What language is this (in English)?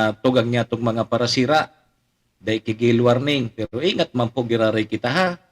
Bikol